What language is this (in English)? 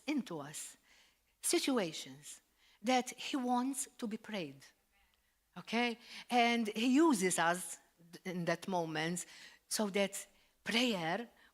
English